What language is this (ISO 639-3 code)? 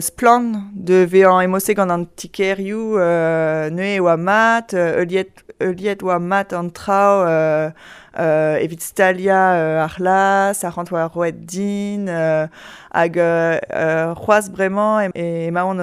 bre